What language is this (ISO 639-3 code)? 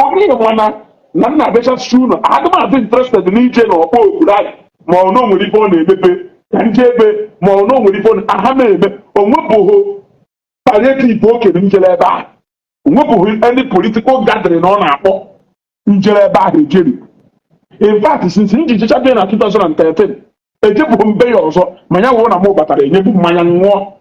ibo